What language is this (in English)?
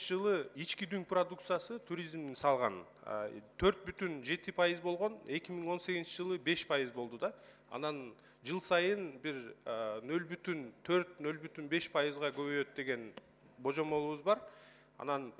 Kyrgyz